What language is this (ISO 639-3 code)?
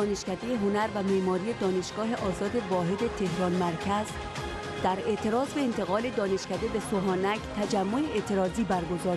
fas